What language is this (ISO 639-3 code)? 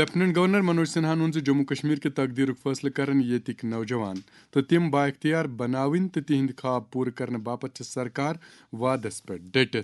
kas